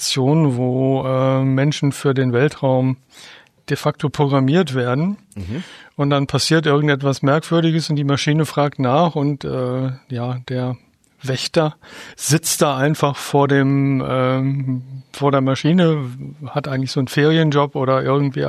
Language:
German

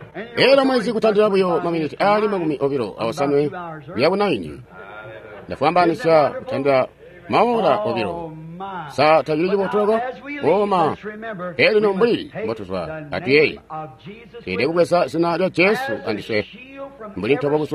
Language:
Tonga (Zambia)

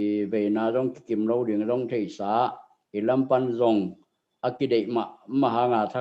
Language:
Tedim Chin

